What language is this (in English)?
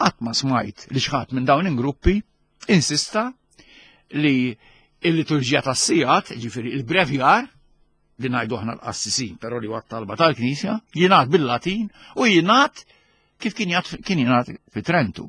Maltese